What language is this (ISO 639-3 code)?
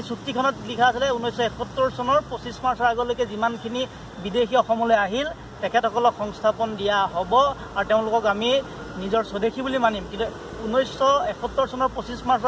asm